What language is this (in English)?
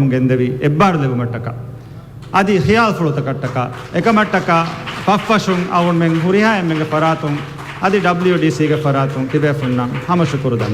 Divehi